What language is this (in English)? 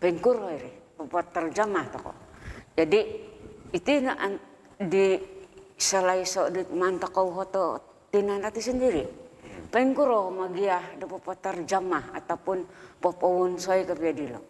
Central Dusun